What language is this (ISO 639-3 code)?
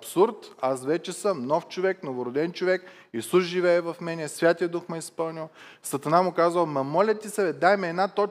bul